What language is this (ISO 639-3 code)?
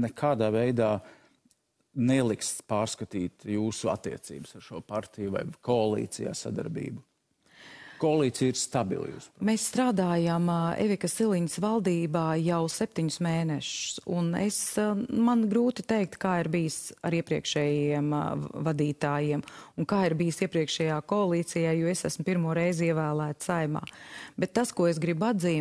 lav